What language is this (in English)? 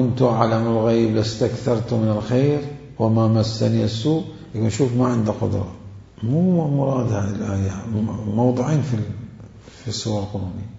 Mesopotamian Arabic